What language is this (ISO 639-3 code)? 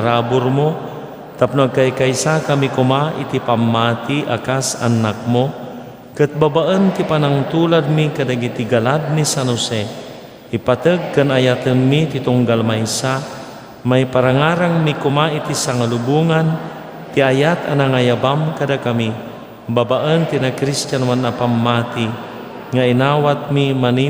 ilo